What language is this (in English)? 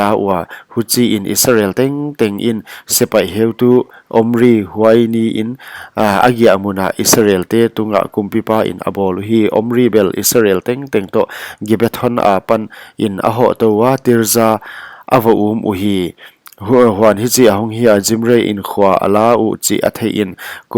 Paite Chin